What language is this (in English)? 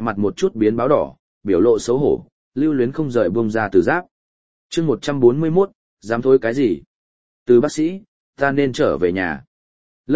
Vietnamese